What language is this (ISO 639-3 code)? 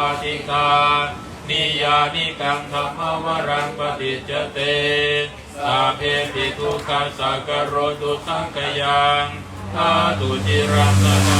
pli